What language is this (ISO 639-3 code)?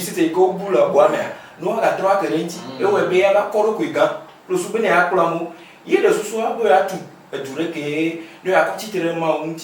ewe